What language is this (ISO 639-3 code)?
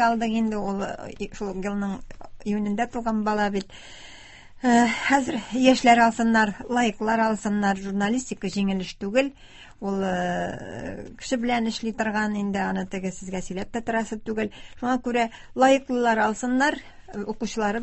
tat